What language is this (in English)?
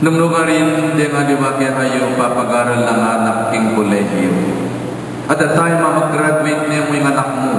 Pampanga